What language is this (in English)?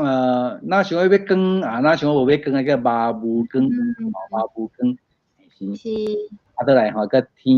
Min Nan Chinese